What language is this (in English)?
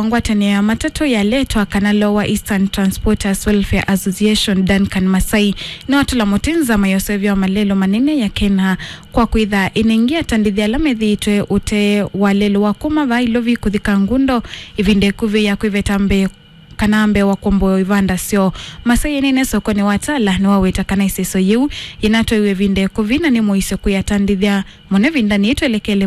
Kamba